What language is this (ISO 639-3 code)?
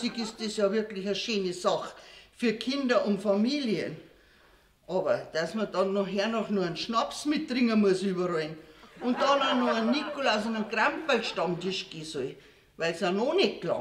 bar